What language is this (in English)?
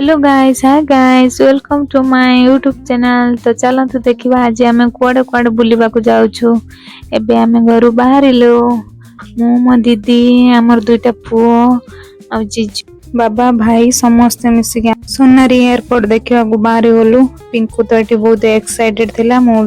Odia